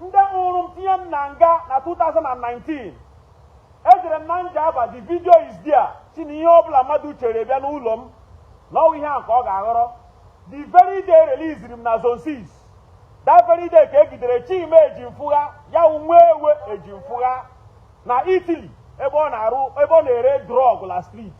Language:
Igbo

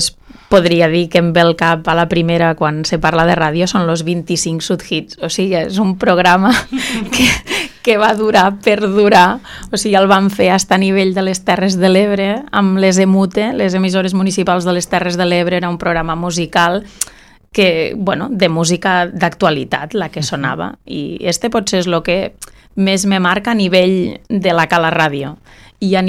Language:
Catalan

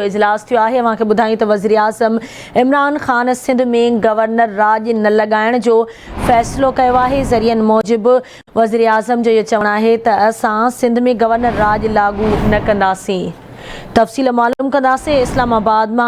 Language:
Sindhi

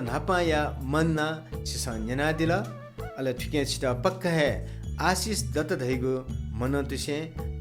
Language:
Newari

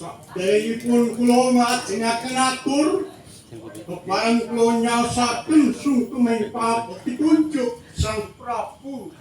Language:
Javanese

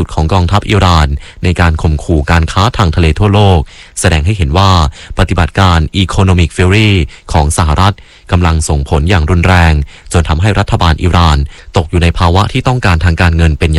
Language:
Thai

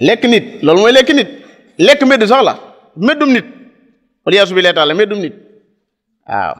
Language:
Wolof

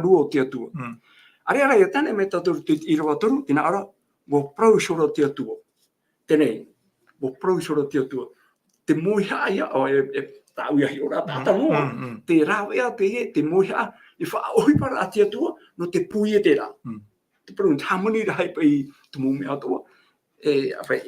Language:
Tahitian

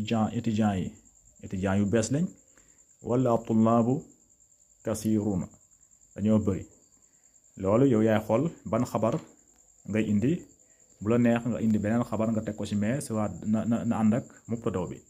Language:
Wolof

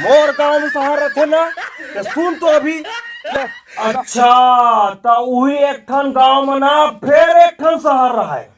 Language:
Chhattisgarhi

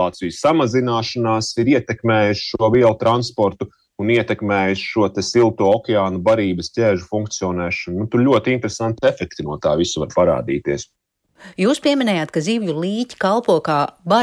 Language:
Latvian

